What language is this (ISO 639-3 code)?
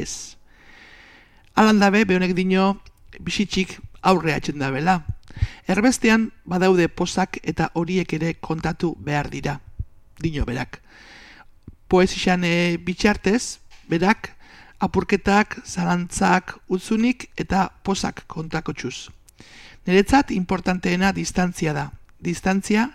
eus